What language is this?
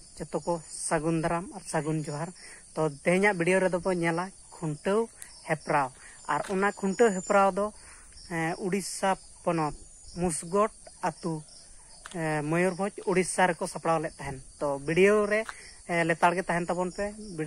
Santali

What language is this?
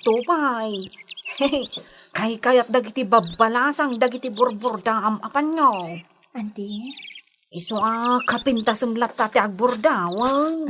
Iloko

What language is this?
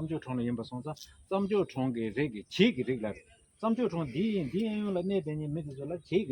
Tibetan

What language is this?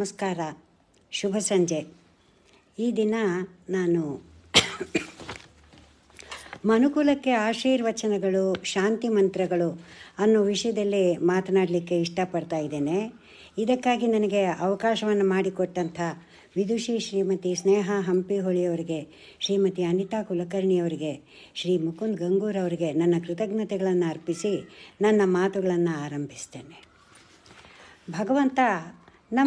Kannada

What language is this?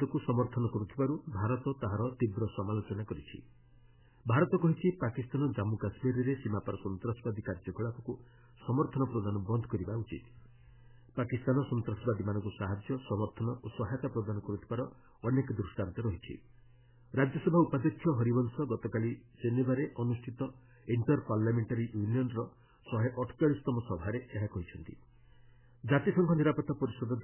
Odia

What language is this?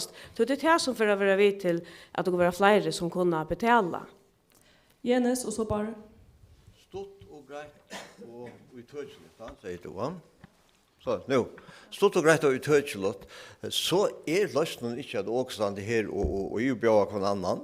Faroese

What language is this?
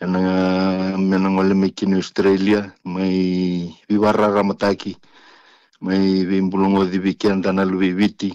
Fijian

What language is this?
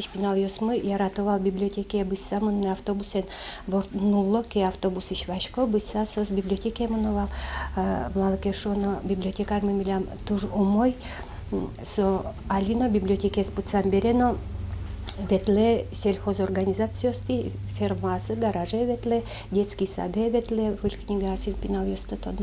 Udmurt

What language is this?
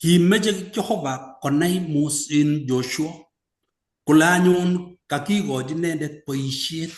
Kalenjin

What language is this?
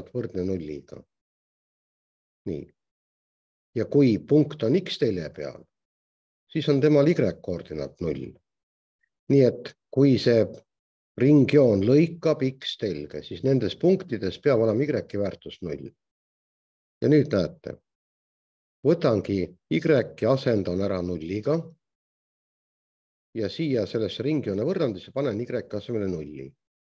Estonian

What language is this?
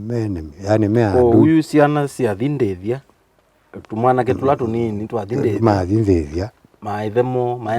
Kamba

